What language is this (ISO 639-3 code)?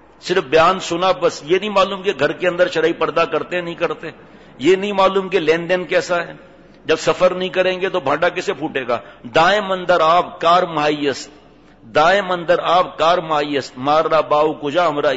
urd